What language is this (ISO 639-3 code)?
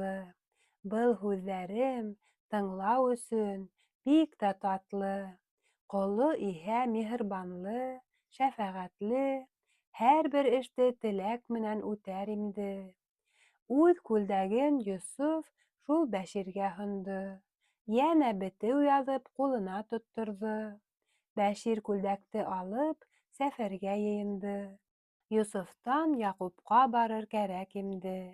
bak